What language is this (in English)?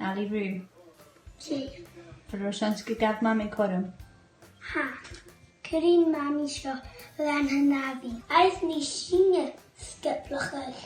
Scottish Gaelic